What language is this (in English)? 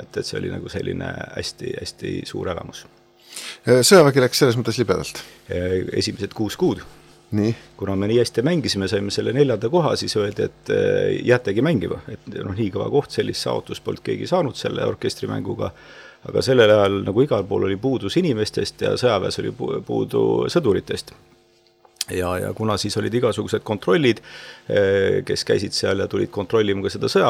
Estonian